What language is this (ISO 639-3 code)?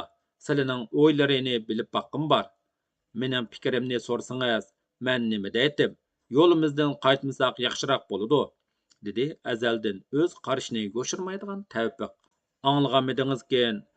uig